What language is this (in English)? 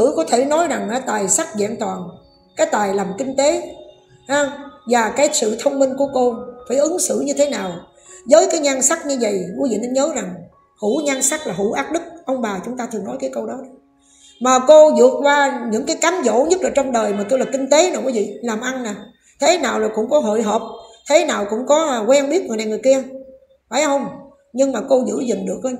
Vietnamese